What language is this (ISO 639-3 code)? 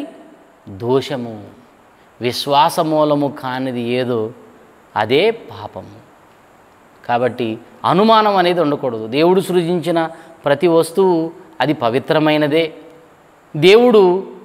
tel